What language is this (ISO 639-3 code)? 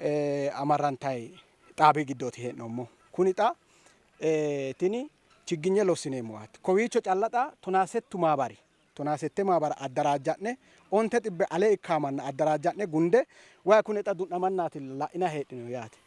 sid